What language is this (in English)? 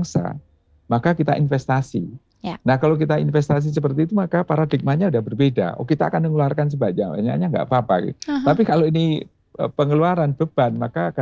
Indonesian